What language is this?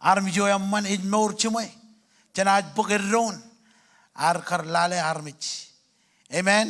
Marshallese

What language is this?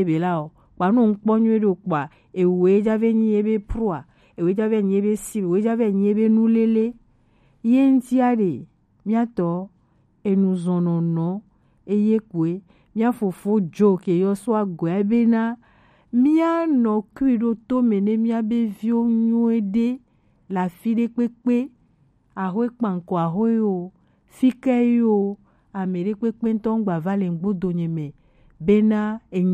Gen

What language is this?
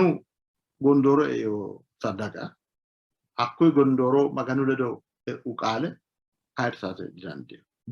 Sidamo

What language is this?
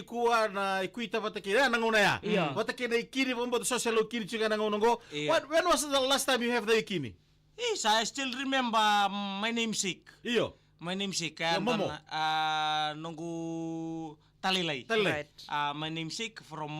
Fijian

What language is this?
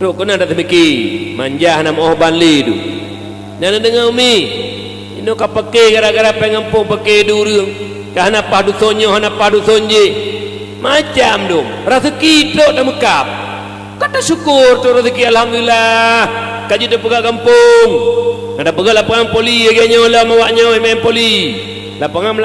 Achinese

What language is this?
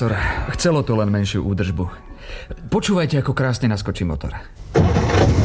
Slovak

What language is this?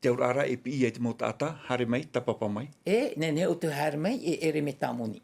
Tahitian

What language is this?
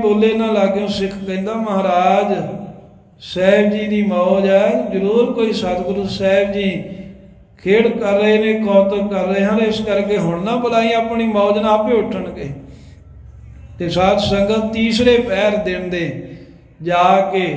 Punjabi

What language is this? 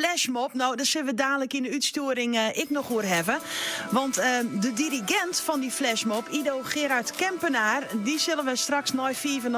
Western Frisian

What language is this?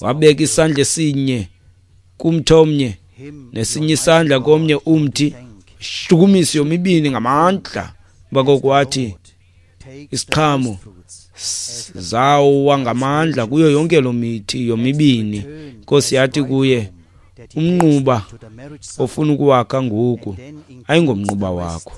Xhosa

